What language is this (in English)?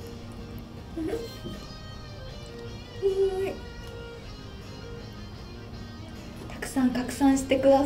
Japanese